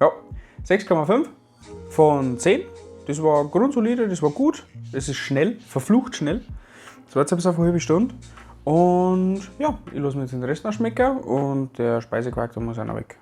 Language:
Bavarian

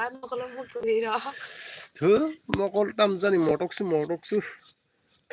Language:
Kok Borok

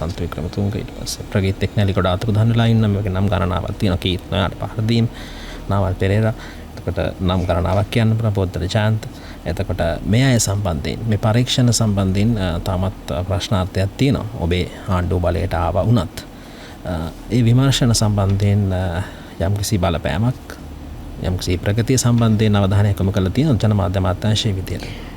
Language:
Sinhala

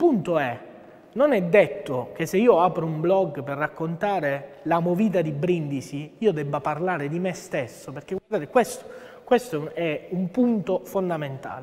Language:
Italian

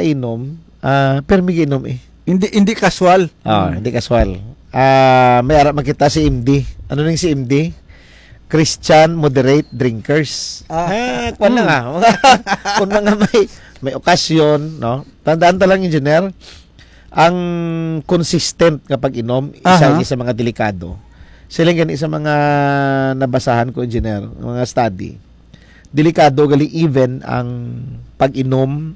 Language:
Hiligaynon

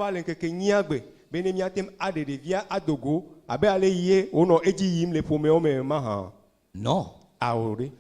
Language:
Ewe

